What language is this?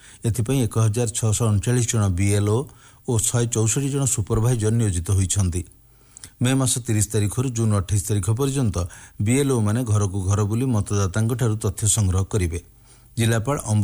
Odia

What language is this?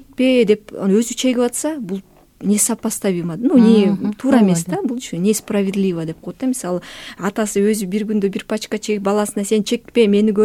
Kyrgyz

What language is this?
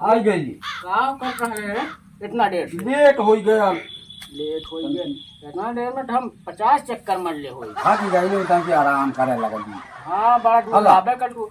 Awadhi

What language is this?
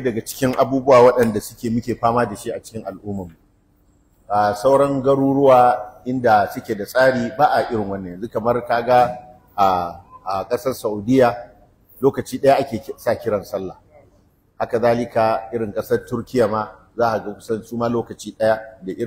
Hausa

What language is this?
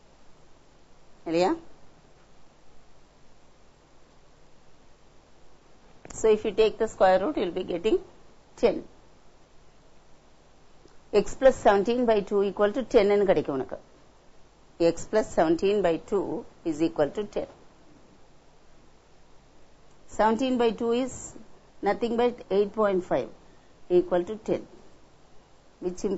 Tamil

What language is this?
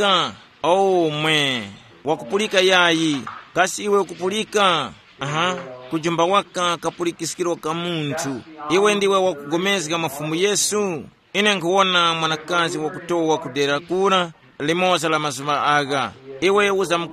Tumbuka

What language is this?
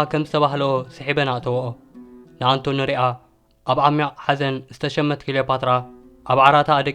Tigrinya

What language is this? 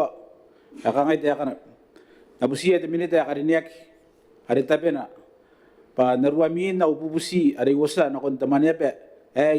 Gilbertese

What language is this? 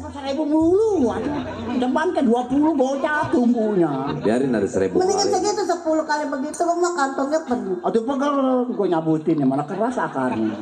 Betawi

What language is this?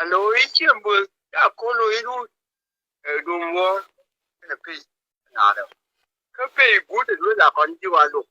Nuer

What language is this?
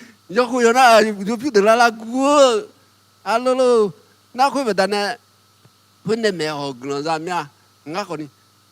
Akha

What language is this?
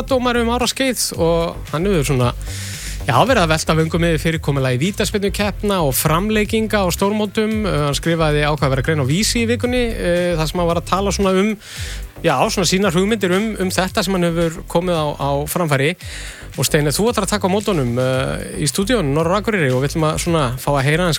Icelandic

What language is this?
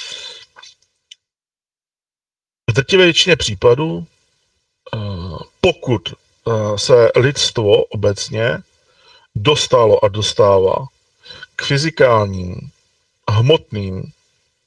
Czech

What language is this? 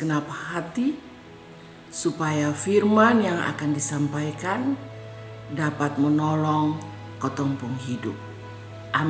Kupang Malay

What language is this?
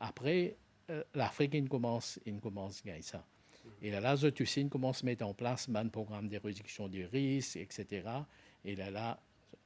Morisyen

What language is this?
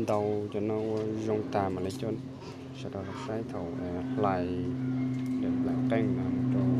Hmong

